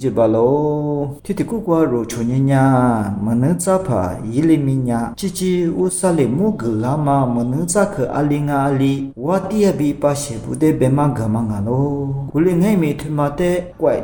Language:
Lisu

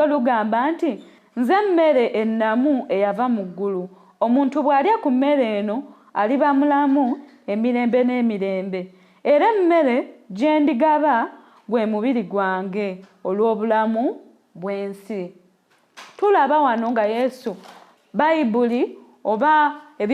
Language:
Ganda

